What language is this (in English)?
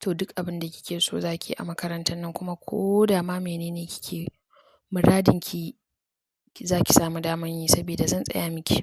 Hausa